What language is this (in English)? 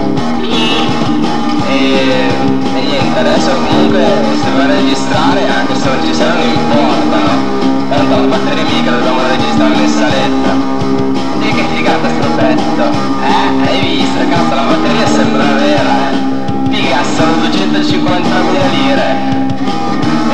Italian